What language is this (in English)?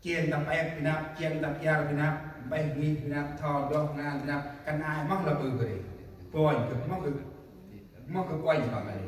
Central Mnong